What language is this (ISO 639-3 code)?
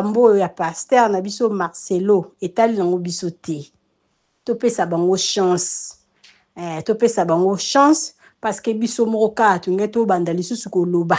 lin